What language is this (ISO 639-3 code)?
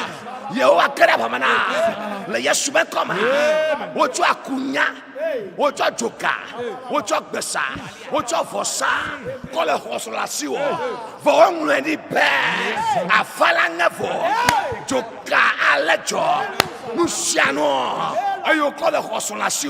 ewe